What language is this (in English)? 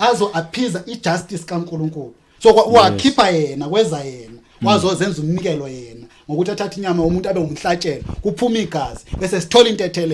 Zulu